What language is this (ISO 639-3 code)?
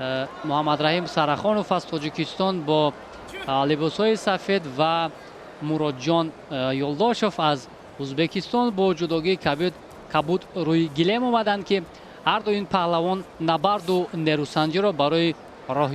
tgk